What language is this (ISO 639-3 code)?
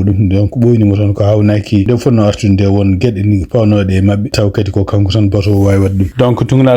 ful